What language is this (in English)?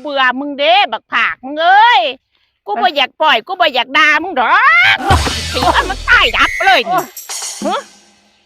Northeastern Thai